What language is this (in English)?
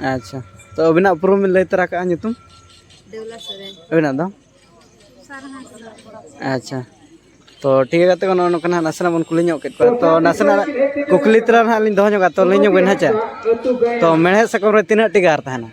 Santali